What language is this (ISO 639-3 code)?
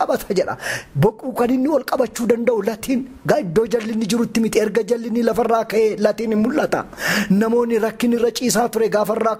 orm